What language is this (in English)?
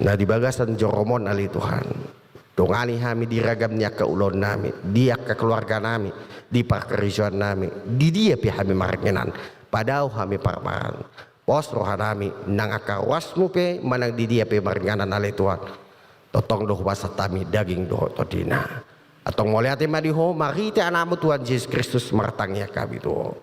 Batak Toba